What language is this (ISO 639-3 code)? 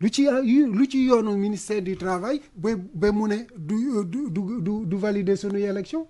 wol